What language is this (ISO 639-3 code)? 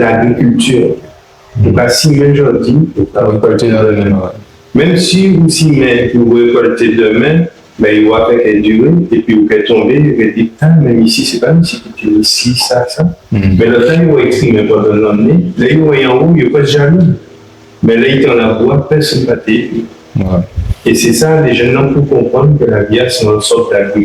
gcf